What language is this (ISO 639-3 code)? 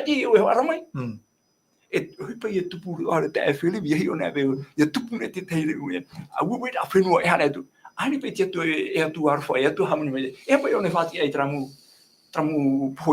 tah